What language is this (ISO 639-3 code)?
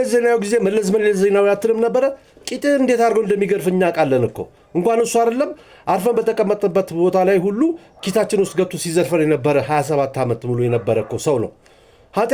amh